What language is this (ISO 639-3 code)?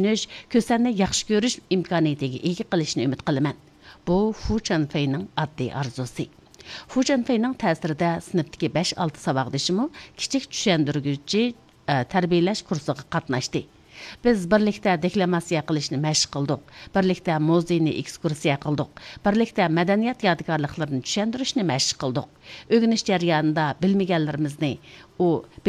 uig